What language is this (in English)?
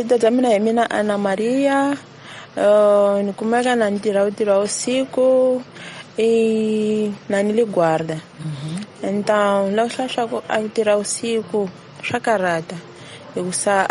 Tsonga